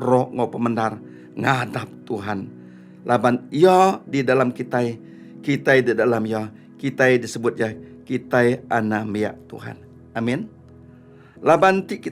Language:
Iban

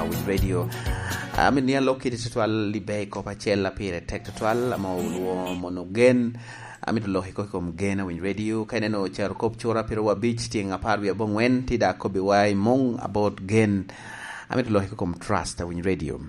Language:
Lango (Uganda)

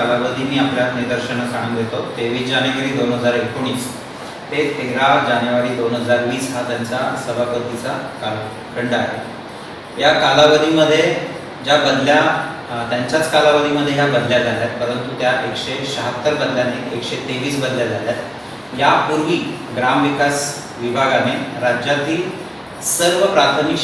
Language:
Marathi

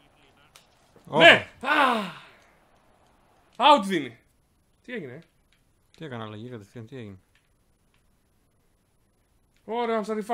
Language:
Greek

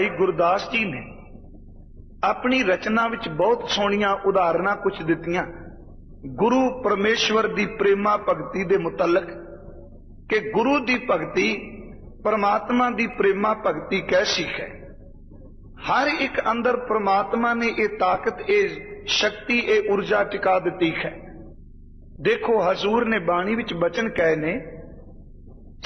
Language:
Punjabi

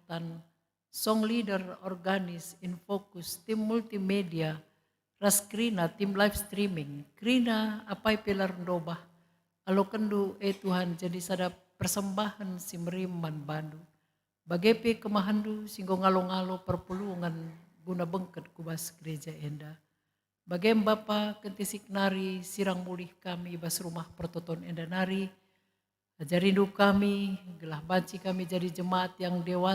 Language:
Batak Karo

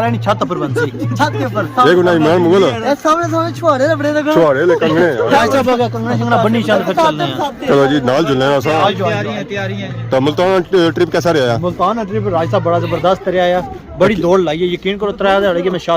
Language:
Pahari-Potwari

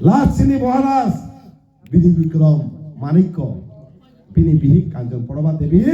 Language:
Kok Borok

